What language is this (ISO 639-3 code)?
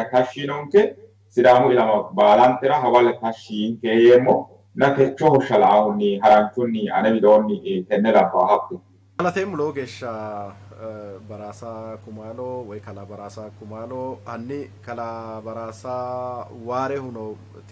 sid